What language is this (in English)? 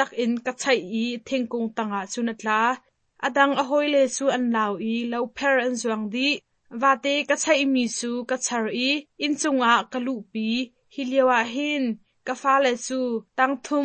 Hakha Chin